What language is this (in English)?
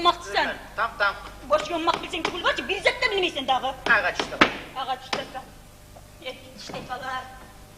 Kumyk